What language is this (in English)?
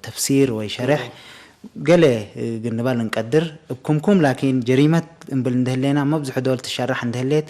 Tigre